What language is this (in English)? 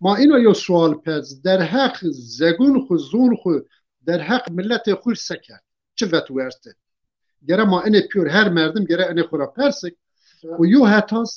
Zaza